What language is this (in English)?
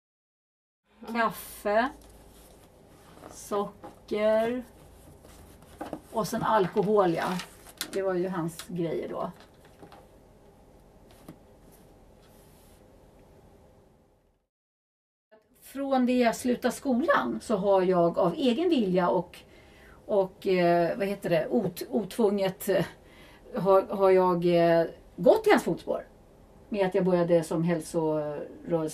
Swedish